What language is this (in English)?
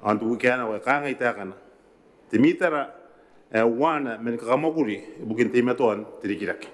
Gilbertese